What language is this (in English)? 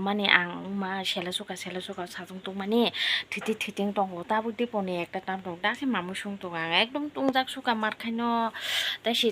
Kok Borok